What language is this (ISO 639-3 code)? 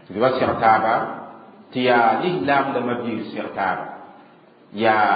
mos